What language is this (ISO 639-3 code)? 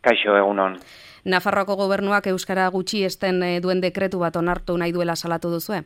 eus